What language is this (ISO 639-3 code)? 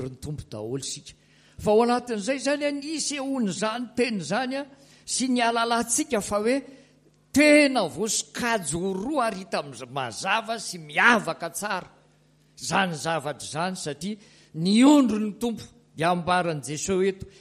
mlg